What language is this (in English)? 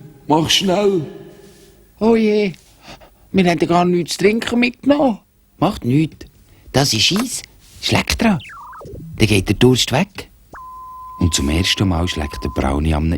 Swiss German